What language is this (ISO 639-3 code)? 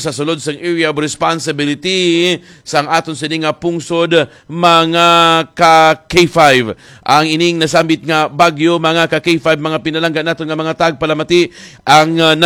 hil